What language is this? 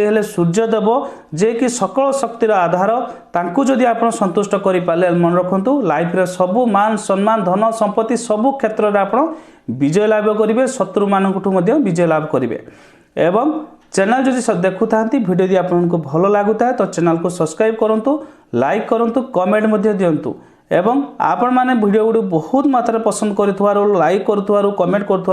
Odia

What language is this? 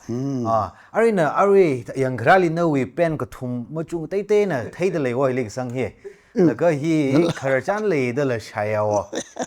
Tangkhul Naga (India)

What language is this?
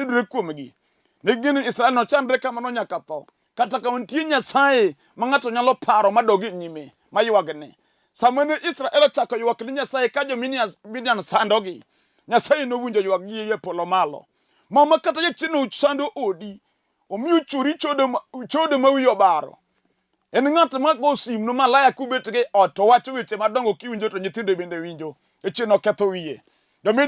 Luo (Kenya and Tanzania)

